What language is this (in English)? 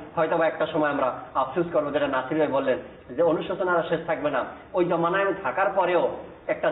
Bangla